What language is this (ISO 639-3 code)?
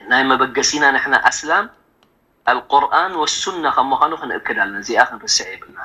tir